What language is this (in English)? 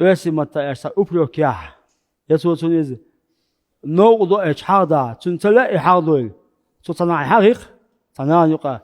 Chechen